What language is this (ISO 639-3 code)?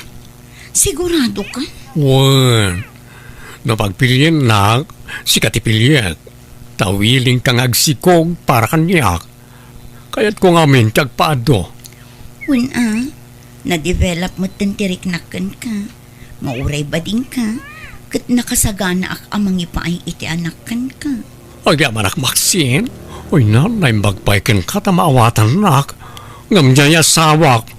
ilo